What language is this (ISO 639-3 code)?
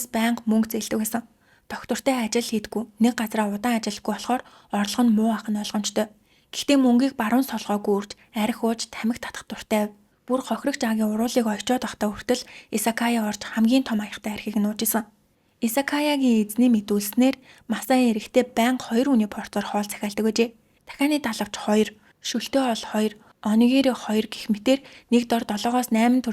mon